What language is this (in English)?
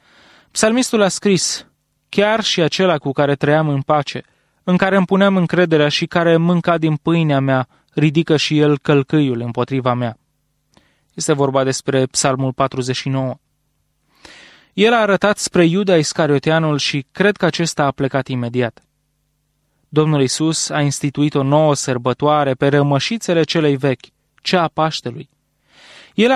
Romanian